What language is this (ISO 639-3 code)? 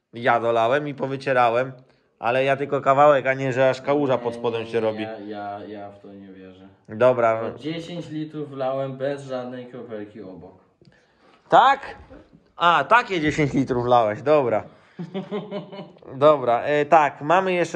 pol